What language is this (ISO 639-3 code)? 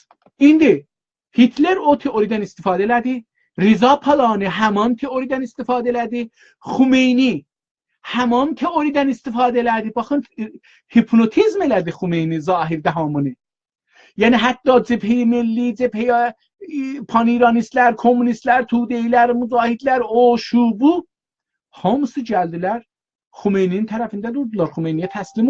azb